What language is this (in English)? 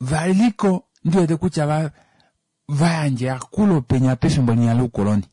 Kuanyama